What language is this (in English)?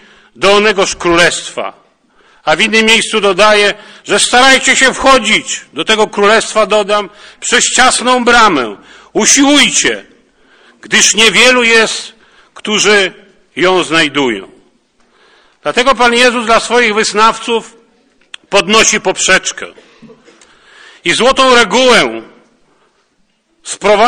Polish